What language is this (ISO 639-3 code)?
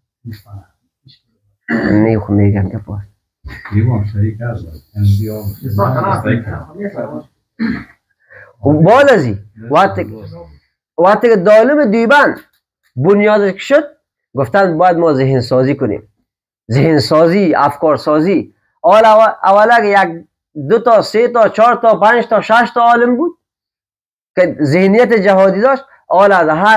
fas